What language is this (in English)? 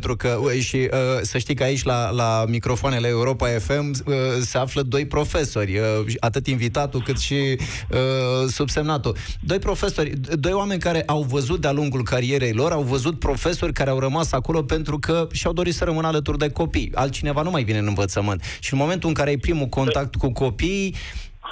Romanian